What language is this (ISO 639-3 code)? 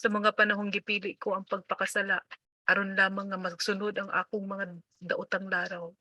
ceb